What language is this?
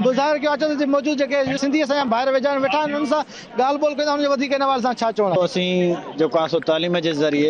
Sindhi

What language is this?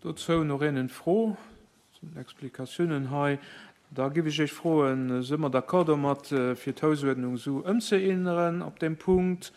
Luxembourgish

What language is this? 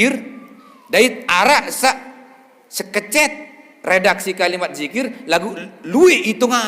Sasak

